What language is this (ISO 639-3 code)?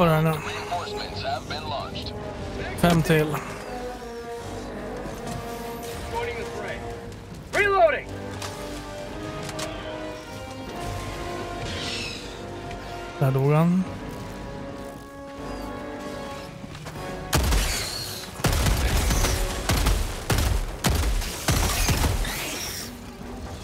swe